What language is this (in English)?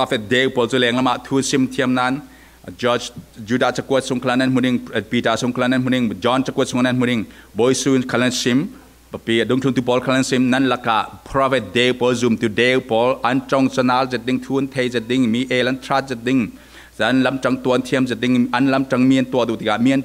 Falam Chin